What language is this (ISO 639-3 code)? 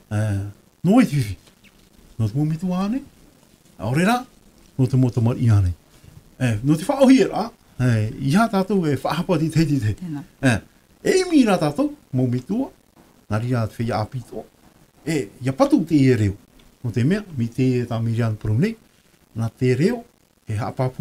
tah